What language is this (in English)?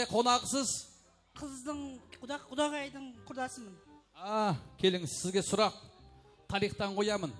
Kara-Kalpak